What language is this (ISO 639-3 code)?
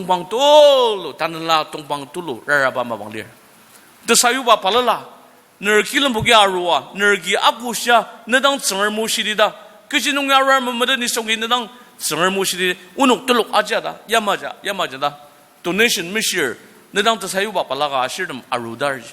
njo